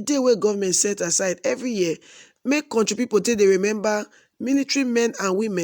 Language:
Nigerian Pidgin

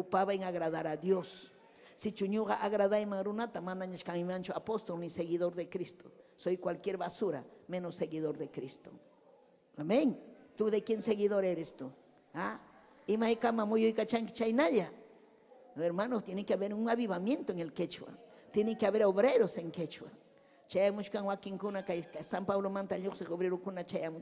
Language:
Ayacucho Quechua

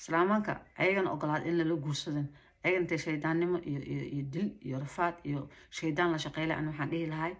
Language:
Somali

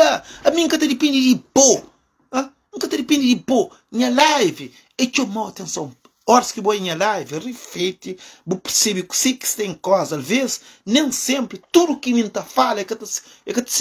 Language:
Kabuverdianu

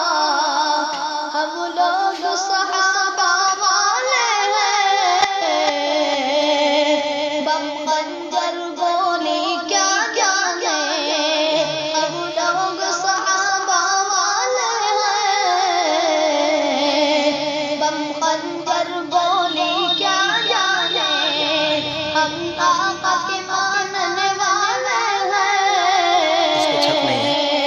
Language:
Urdu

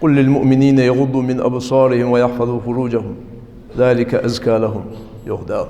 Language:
Ingush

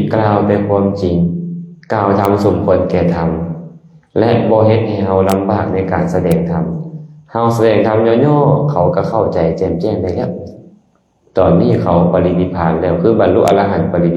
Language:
Lao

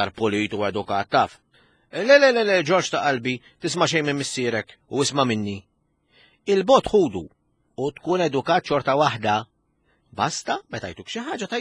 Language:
Maltese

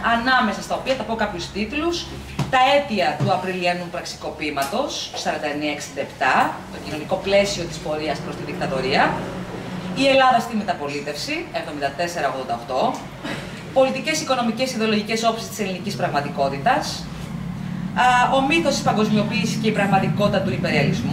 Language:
Greek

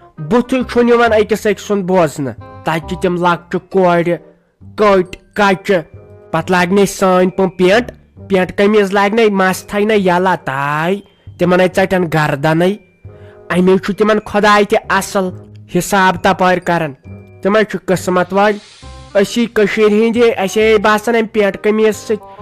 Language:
Kashmiri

